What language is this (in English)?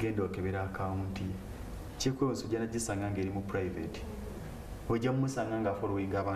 Ganda